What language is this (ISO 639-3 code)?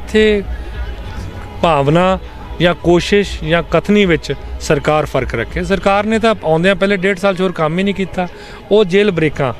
pan